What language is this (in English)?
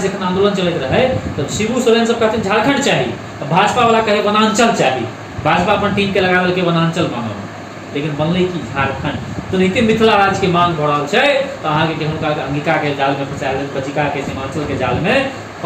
Maithili